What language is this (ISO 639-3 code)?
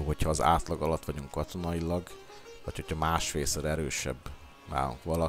hun